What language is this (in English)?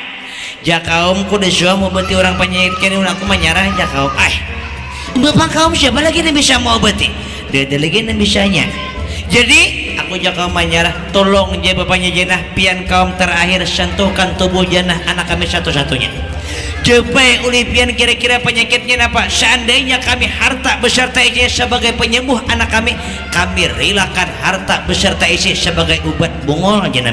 Banjar